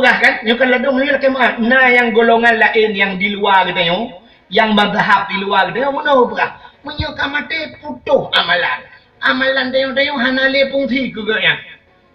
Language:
Achinese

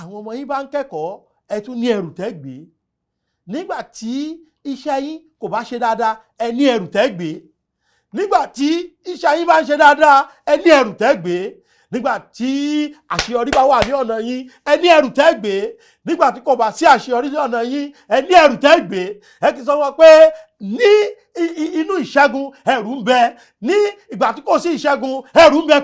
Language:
Yoruba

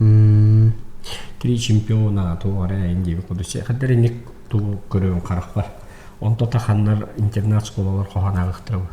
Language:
Yakut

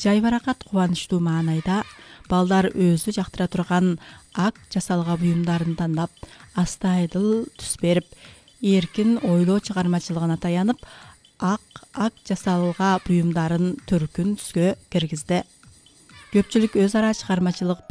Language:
Kyrgyz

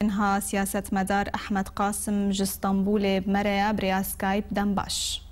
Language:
Kurdish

